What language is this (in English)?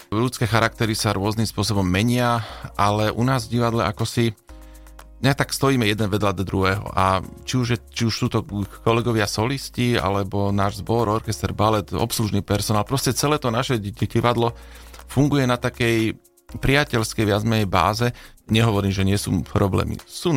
Slovak